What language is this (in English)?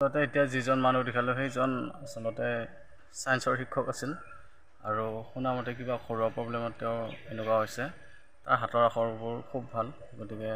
Assamese